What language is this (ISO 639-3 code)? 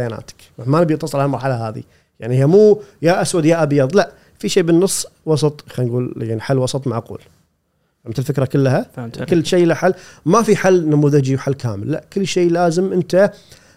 afb